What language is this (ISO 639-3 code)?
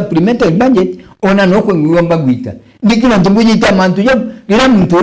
mer